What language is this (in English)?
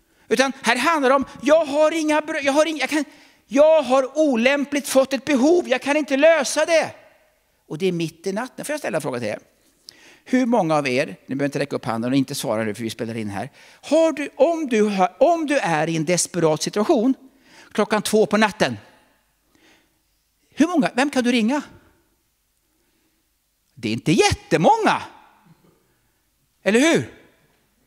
Swedish